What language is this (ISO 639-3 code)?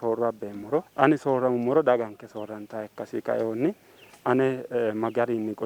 sid